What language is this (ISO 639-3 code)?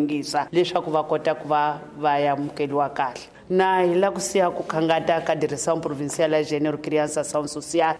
tso